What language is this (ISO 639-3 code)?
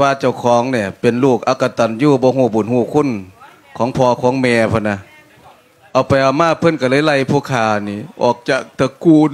lao